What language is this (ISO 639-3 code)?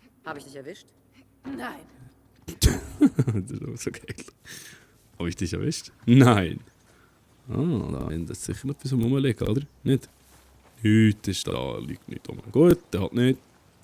gsw